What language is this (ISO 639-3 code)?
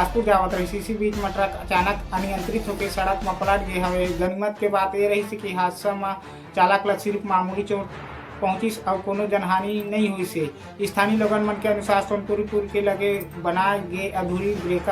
hne